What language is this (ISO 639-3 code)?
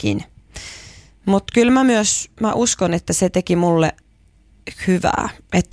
fin